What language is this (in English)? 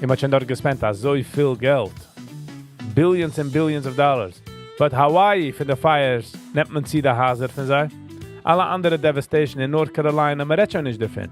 Yiddish